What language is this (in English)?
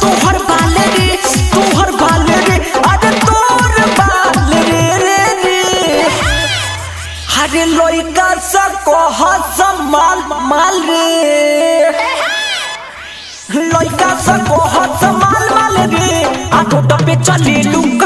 Bhojpuri